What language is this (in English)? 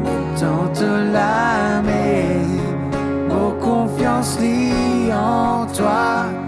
Morisyen